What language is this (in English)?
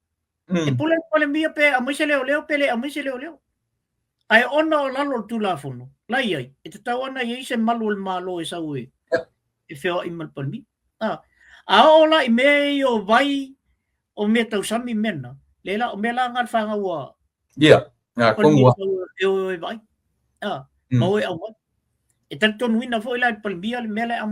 Samoan